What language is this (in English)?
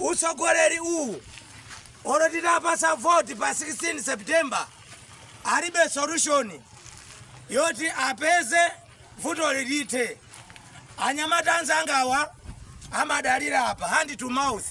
Nyanja